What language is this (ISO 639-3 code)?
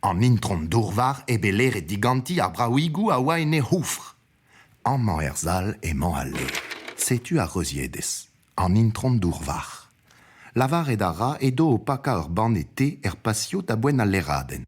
bre